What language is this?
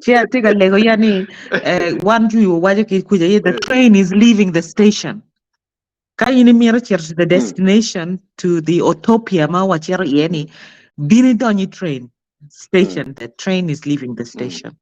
Acoli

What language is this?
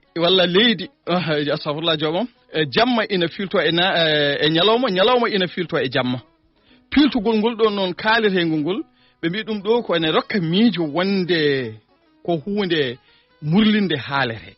Fula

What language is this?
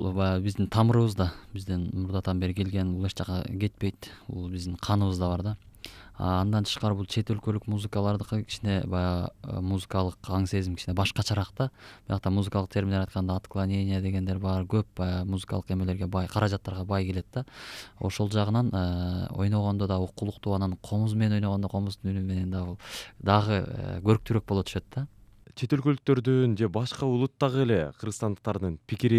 Kyrgyz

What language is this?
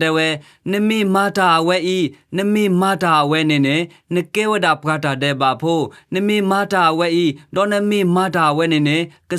S'gaw Karen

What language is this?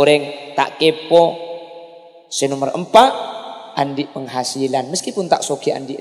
Madurese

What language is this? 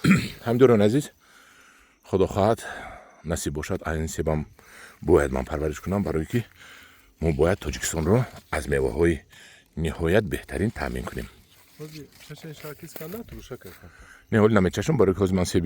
Tajik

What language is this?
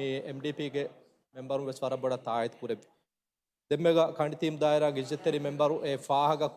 Divehi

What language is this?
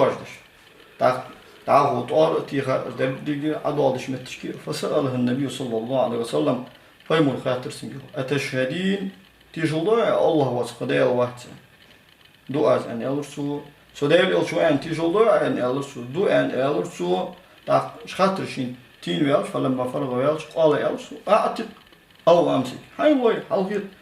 Ingush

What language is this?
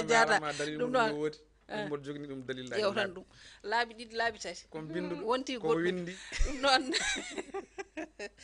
Fula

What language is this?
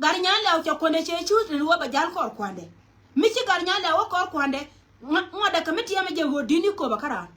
Nuer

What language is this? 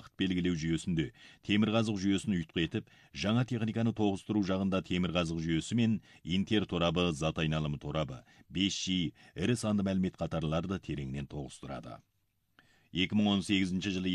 Kazakh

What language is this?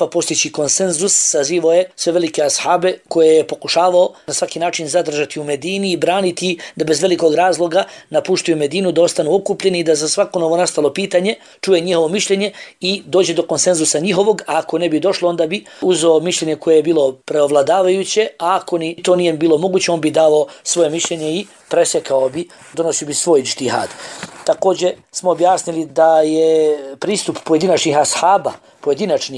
Bosnian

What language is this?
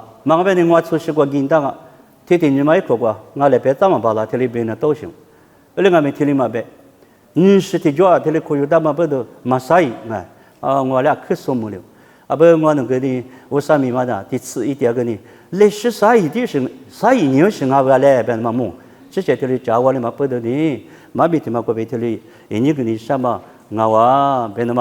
Lisu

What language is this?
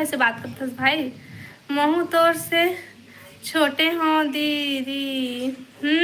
Chhattisgarhi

